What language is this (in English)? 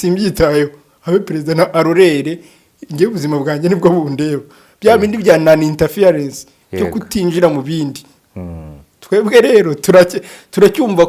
Kinyarwanda